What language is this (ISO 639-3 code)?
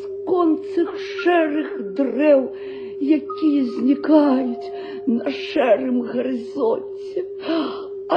bel